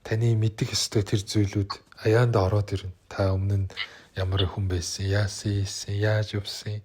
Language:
Mongolian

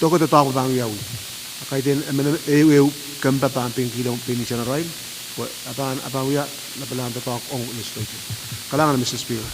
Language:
Pohnpeian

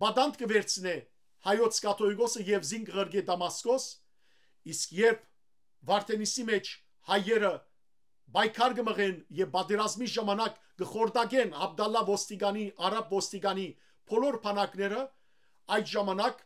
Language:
Western Armenian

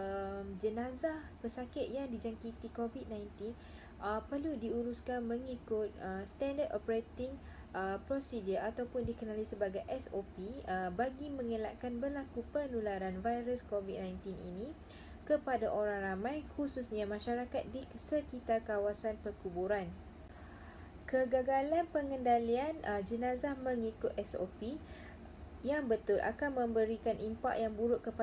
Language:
Malay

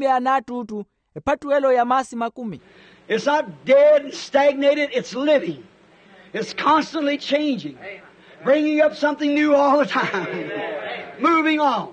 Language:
Makhuwa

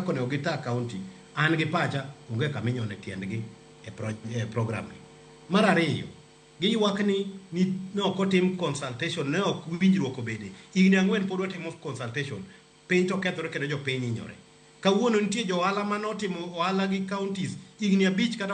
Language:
Luo (Kenya and Tanzania)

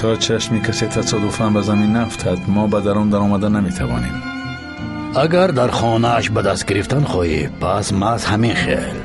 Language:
Tajik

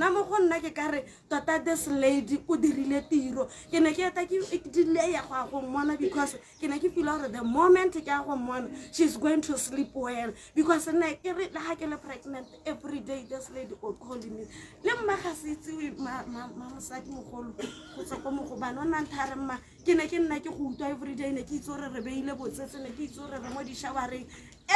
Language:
Tswana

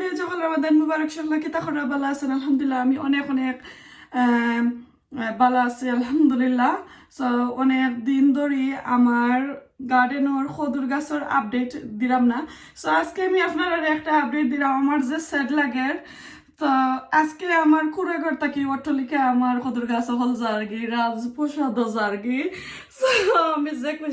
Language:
Sylheti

